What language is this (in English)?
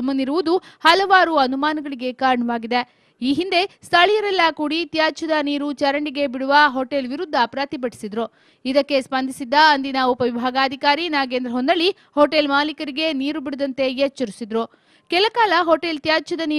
Kannada